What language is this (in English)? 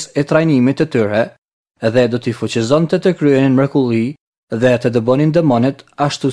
Albanian